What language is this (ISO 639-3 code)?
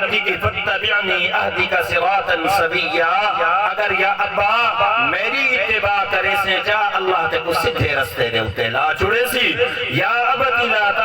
skr